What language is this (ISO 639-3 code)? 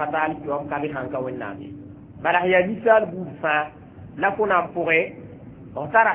mos